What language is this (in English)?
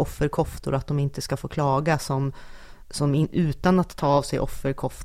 Swedish